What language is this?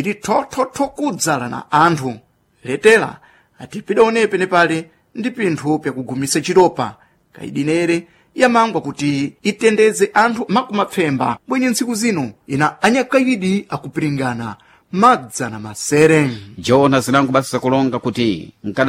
Sena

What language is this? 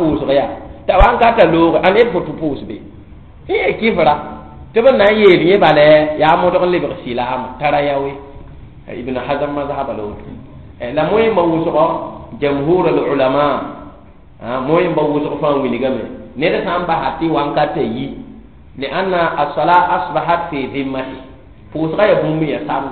Mossi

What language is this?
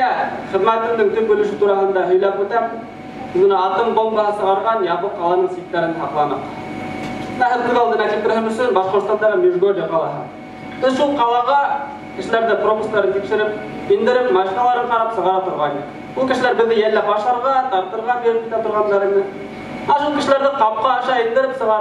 Bashkir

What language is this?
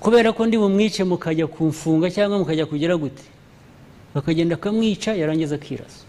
Kinyarwanda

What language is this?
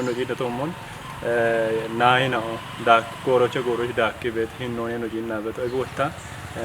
Kafa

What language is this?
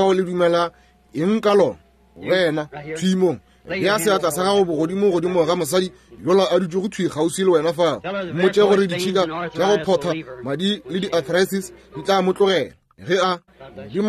Northern Sotho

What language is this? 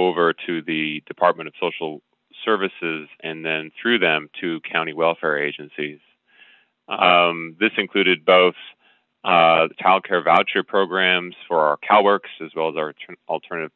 English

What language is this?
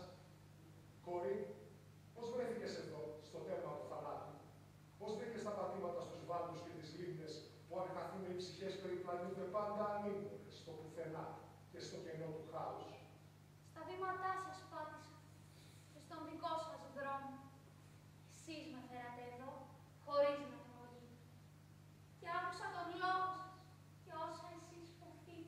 Greek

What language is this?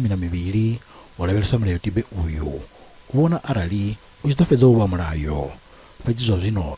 Venda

